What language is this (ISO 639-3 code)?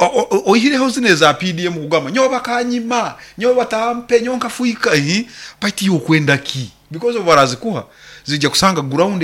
nyo